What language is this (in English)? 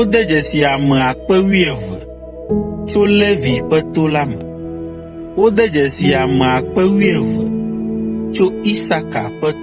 Ewe